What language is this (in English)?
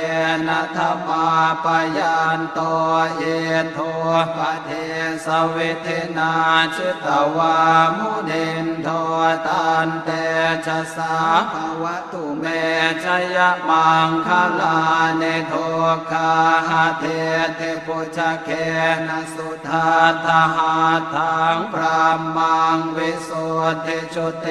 Pali